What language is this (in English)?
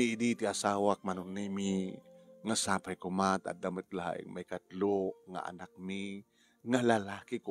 Iloko